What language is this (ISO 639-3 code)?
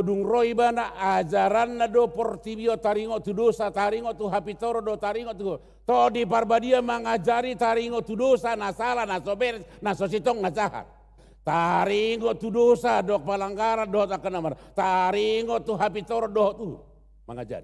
bbc